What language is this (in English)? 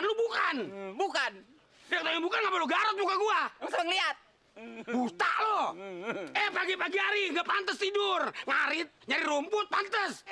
Betawi